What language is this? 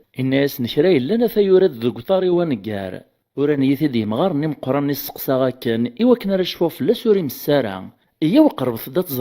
Kabyle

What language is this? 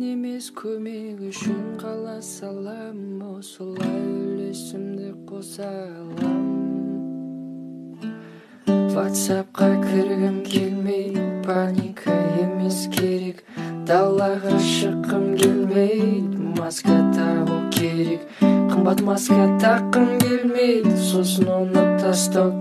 Kazakh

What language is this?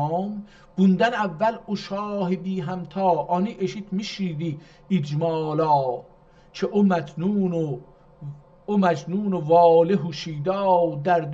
South Azerbaijani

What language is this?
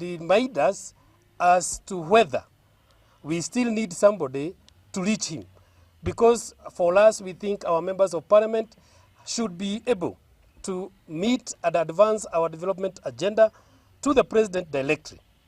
Gusii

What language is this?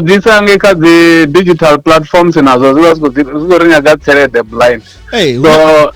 Venda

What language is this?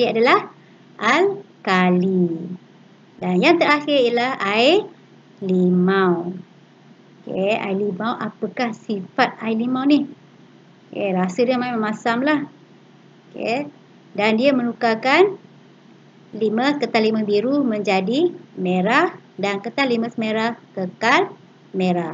Malay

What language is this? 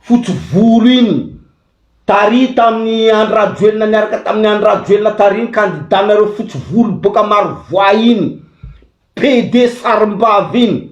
Malagasy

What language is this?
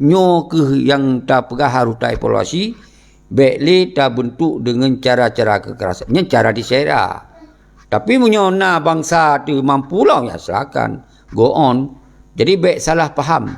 Achinese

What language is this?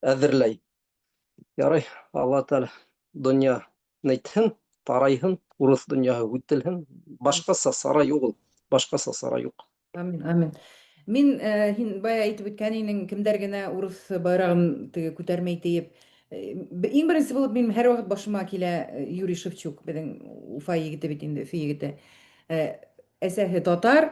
Bashkir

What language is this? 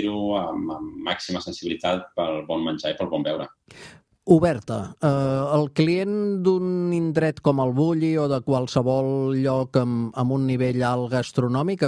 Catalan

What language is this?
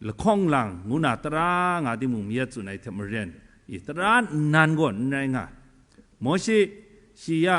Kachin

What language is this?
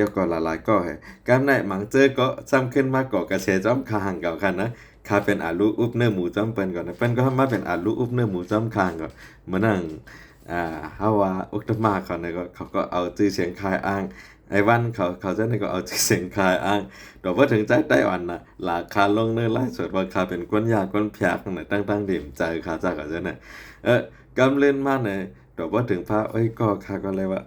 Shan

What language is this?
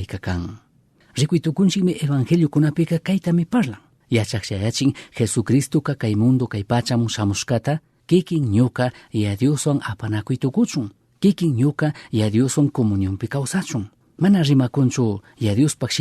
Chimborazo Highland Quichua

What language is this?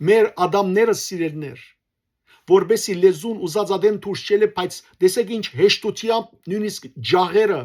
Western Armenian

